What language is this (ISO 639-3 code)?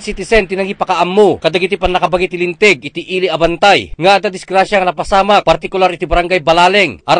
ilo